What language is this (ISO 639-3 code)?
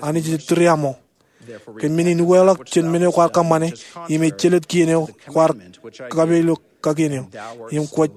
mah